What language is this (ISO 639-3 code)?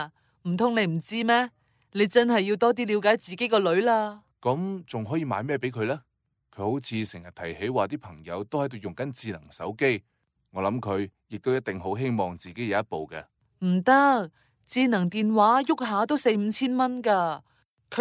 yue